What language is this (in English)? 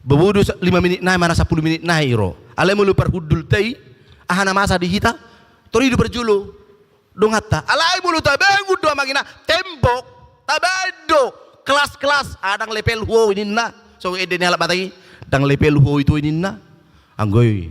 Batak Toba